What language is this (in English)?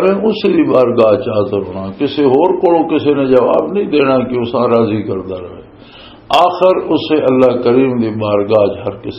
Western Panjabi